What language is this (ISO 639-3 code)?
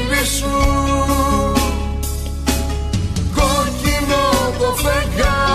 ell